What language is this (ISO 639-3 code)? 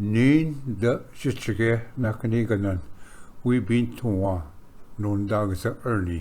oji